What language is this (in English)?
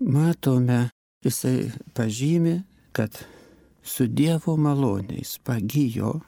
Lithuanian